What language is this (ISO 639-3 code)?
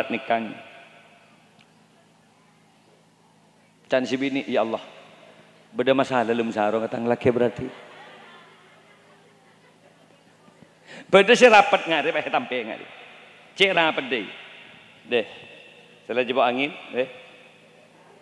mad